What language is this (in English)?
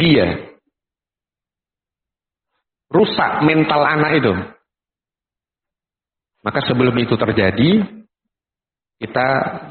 Indonesian